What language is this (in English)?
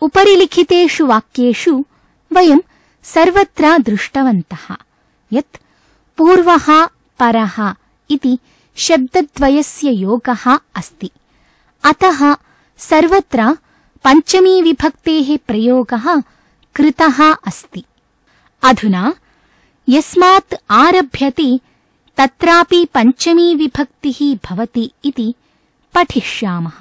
Sanskrit